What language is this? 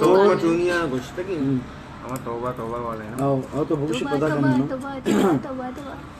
Baluchi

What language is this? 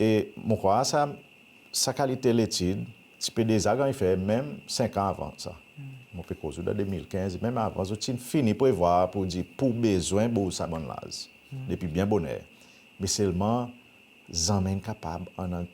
Seselwa Creole French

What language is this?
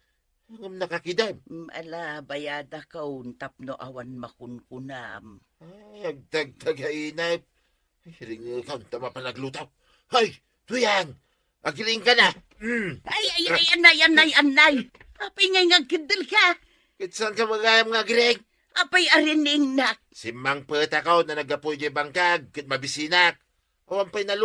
Iloko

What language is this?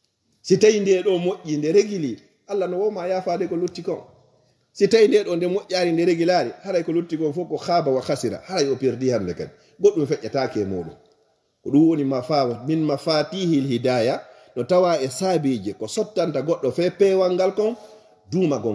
Fula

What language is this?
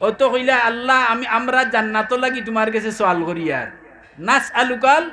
Sylheti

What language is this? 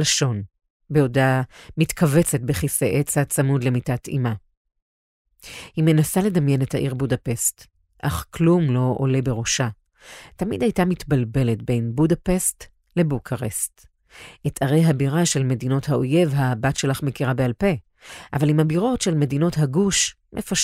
Hebrew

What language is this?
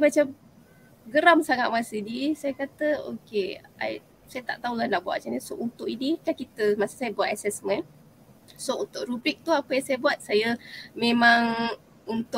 Malay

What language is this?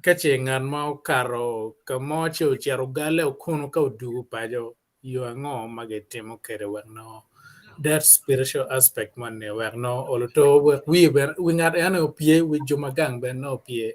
Acoli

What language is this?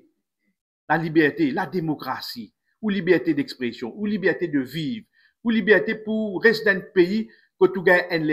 Morisyen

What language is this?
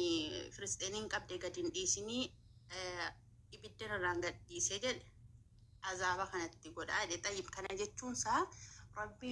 Oromo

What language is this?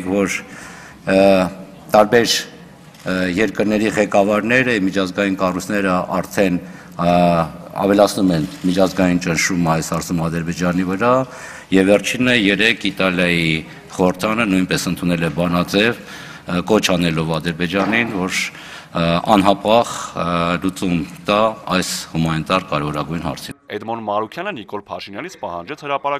Armenian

